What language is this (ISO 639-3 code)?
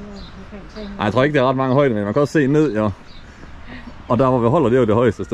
dan